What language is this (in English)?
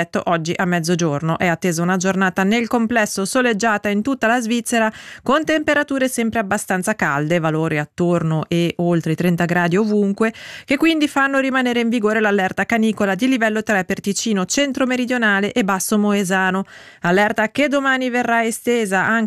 Italian